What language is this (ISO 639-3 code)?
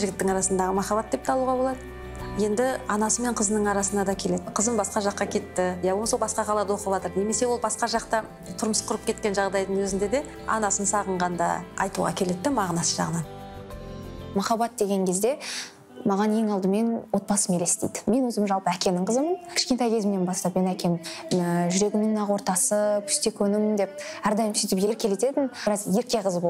kaz